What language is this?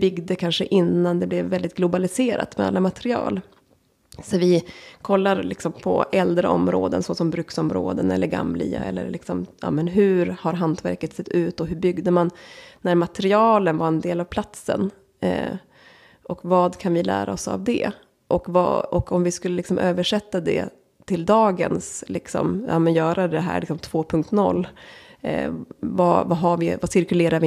Swedish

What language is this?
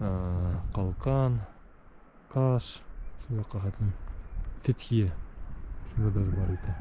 Bashkir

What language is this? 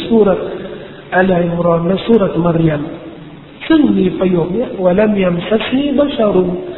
Thai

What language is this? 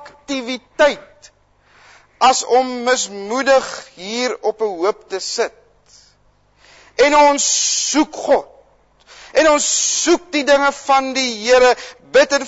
Afrikaans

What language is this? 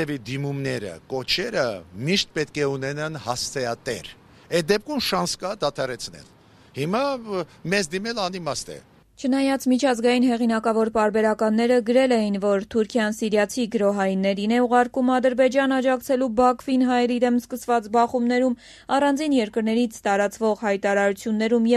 Armenian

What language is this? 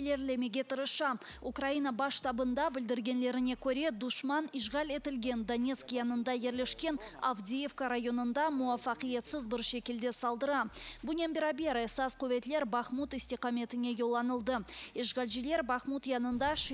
Crimean Tatar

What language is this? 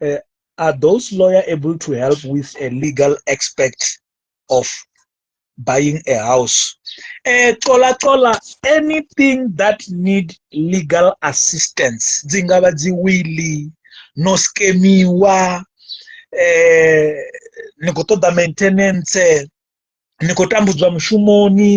Venda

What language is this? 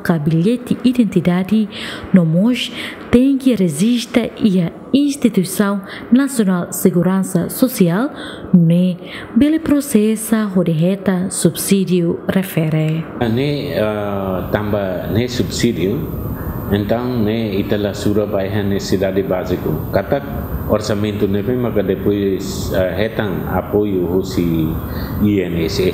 Tetum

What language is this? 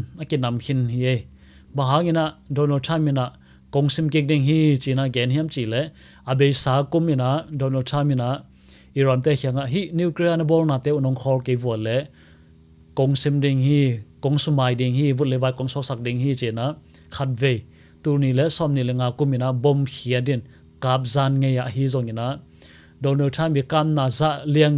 Tedim Chin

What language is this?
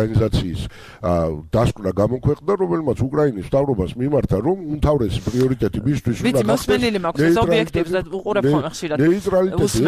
Georgian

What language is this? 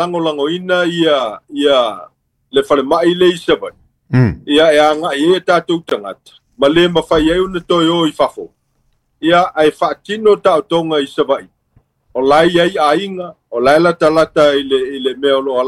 Samoan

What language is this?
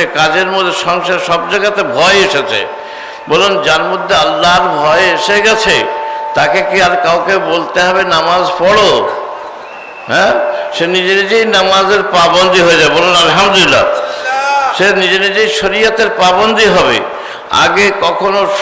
Bangla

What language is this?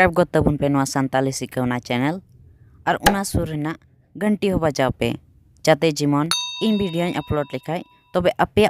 Santali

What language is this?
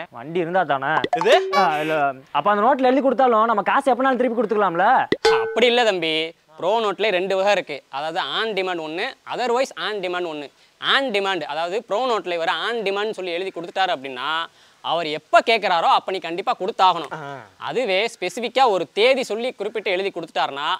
Tamil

